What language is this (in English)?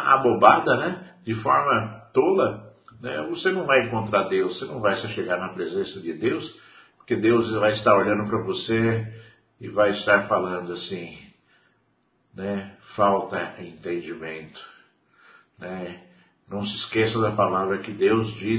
Portuguese